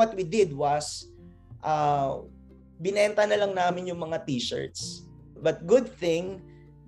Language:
Filipino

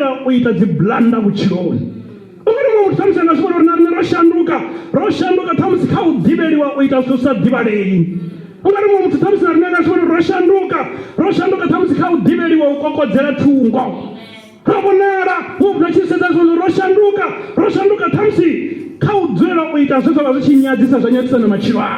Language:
Venda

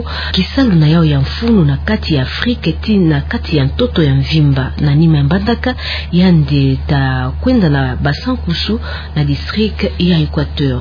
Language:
Kituba (Democratic Republic of Congo)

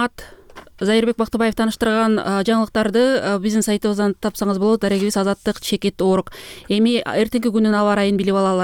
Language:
Kyrgyz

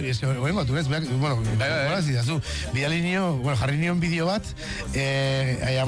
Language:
Basque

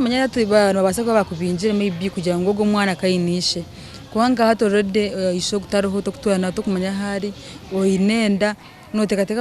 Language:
Nyankole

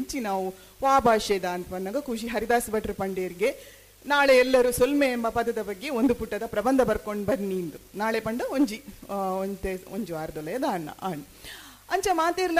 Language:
Tulu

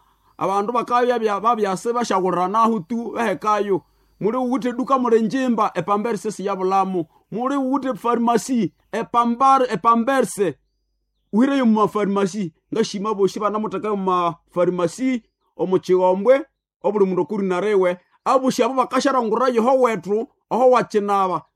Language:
Nande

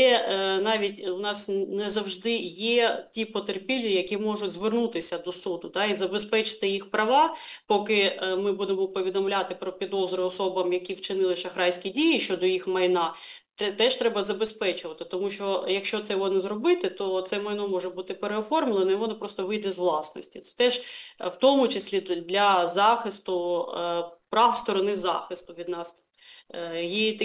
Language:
Ukrainian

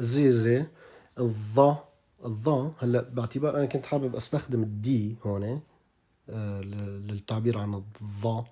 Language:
North Levantine Arabic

